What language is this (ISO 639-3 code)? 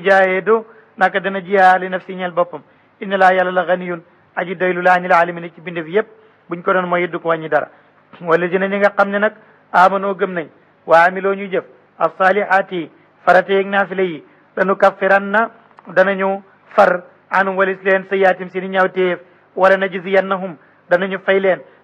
wol